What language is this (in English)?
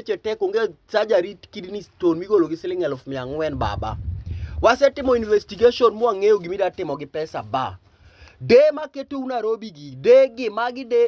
Luo (Kenya and Tanzania)